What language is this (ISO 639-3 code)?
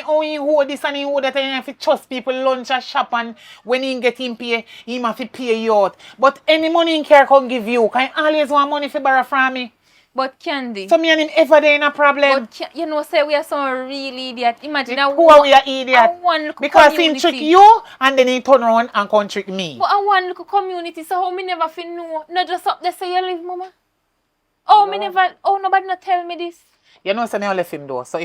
jam